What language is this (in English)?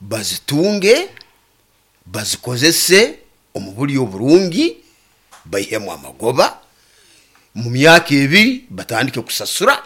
Nyoro